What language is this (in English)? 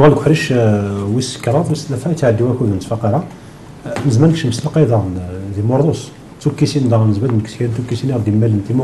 Kabyle